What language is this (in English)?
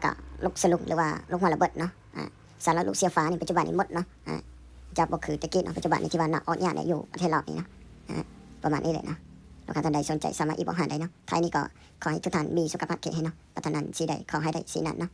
Lao